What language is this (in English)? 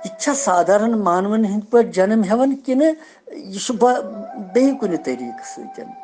Kashmiri